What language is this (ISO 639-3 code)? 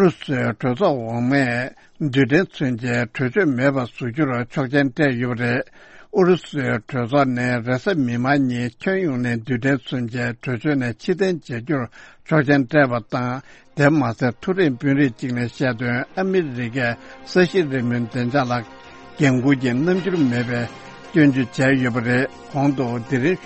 bod